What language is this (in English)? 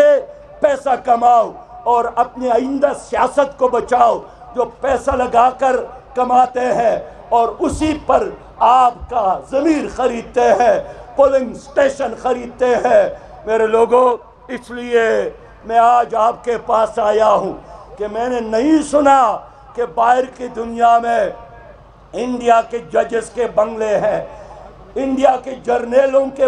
Urdu